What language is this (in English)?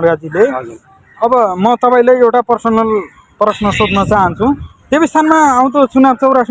Nepali